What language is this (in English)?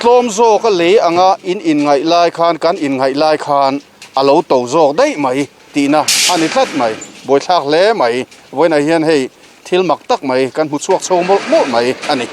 Mizo